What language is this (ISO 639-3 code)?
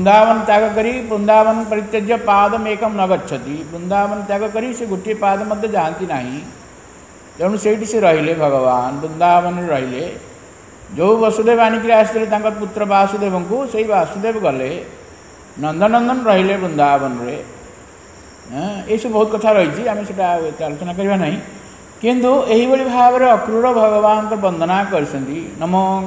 ori